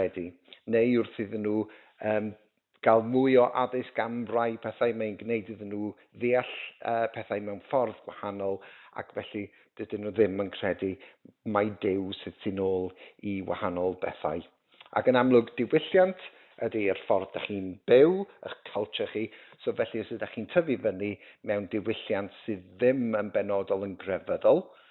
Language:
Welsh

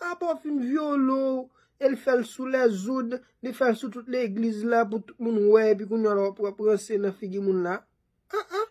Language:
Haitian Creole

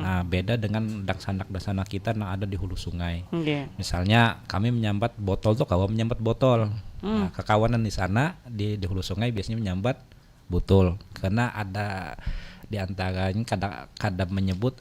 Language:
Banjar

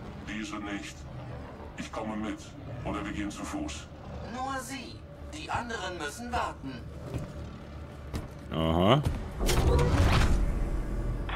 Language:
German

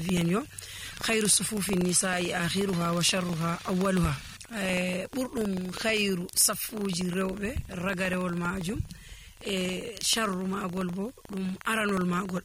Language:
Fula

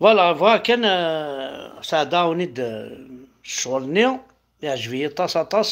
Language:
Kabyle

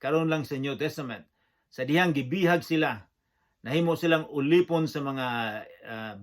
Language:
Cebuano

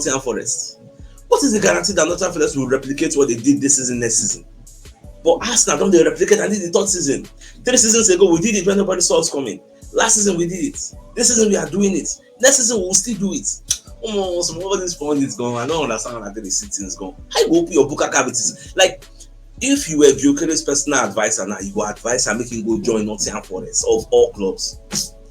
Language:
Nigerian Pidgin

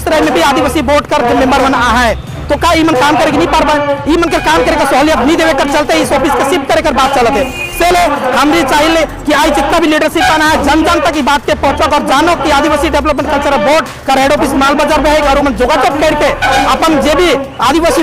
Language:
Sadri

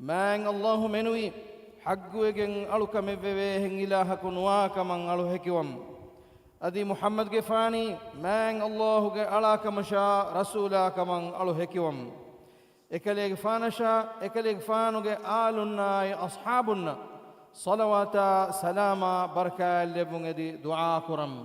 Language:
Divehi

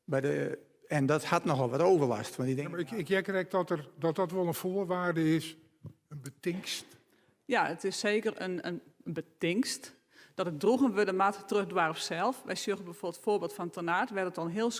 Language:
Western Frisian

